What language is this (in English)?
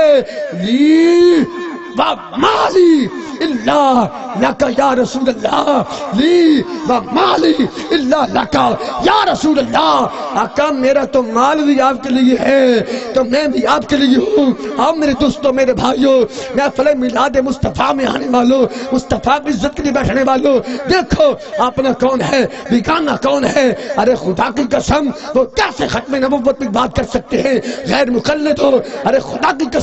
Urdu